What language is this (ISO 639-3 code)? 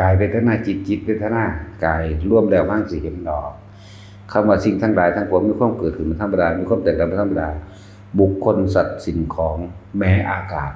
tts